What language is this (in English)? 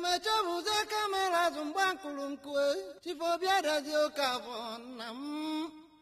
Igbo